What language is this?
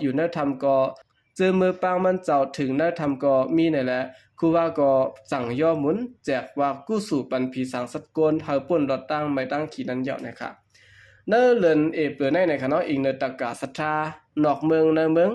Shan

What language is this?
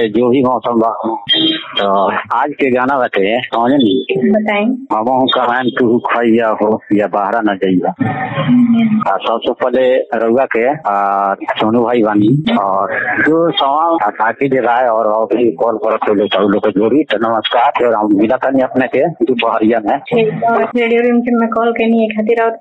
Bhojpuri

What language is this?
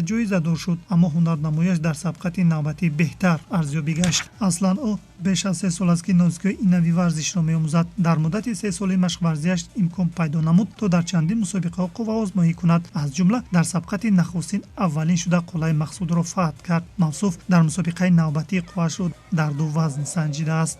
Tajik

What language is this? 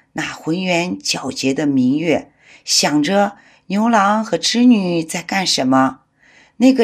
Chinese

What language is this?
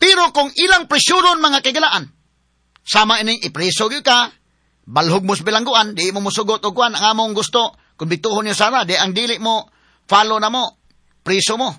Cebuano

